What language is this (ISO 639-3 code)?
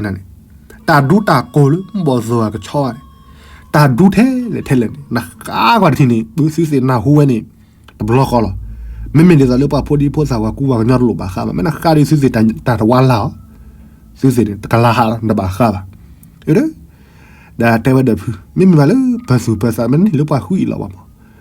ksw